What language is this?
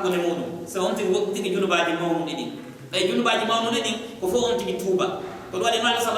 Pular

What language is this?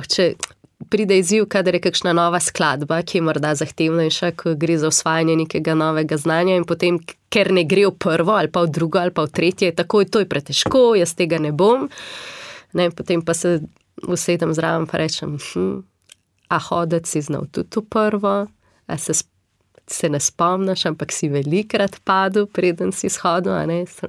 Slovenian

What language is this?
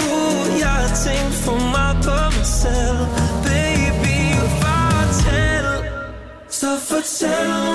Danish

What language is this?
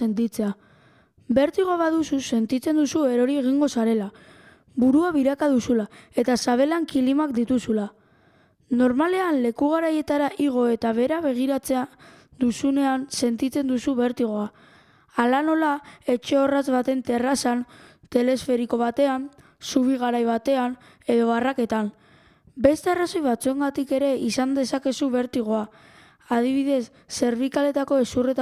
Basque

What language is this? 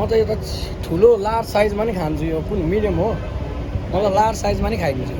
Nepali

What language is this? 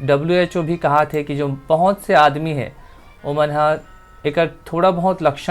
Chhattisgarhi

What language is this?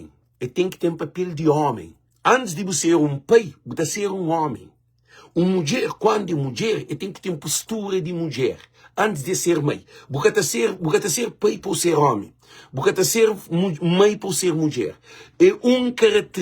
Kabuverdianu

